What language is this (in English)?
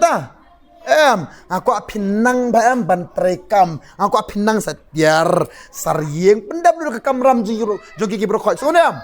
Khasi